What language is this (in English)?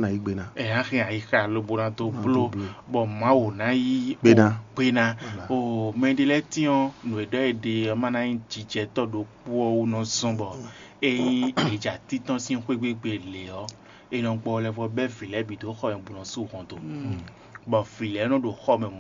Fon